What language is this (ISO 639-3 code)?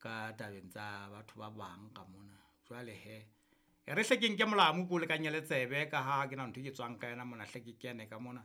sot